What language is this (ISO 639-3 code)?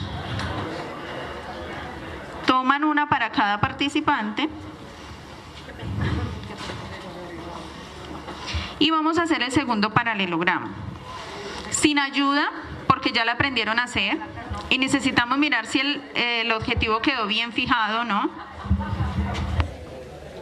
spa